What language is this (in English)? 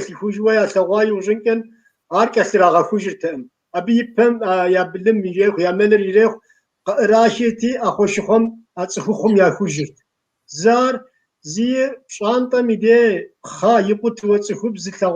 Kabardian